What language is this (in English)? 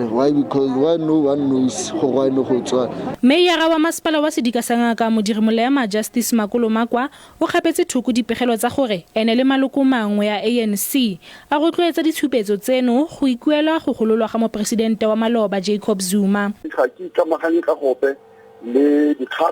Tswana